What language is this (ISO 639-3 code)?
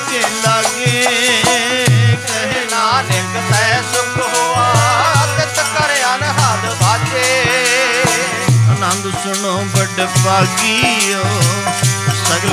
pan